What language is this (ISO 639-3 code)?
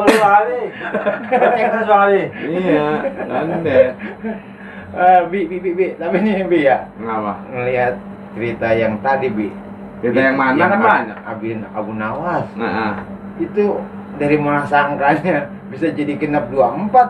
bew